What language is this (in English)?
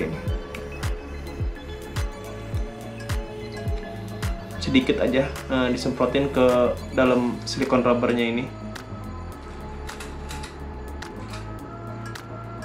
Indonesian